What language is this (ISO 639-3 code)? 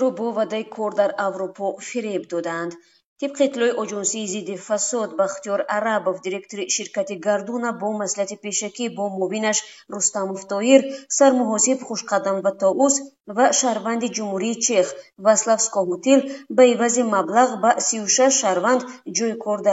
tgk